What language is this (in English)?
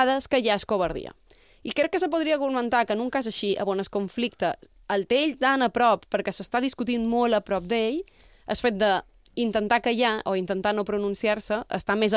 Catalan